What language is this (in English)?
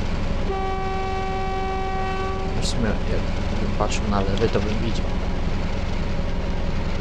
Polish